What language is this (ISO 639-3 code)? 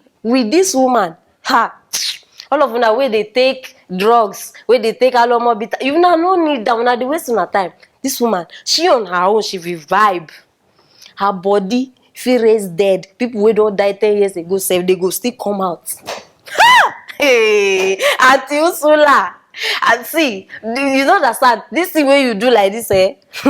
pcm